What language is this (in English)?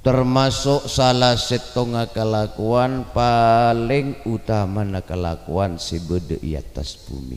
Madurese